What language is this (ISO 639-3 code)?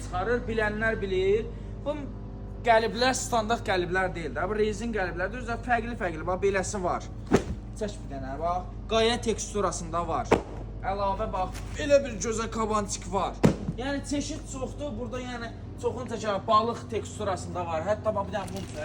aze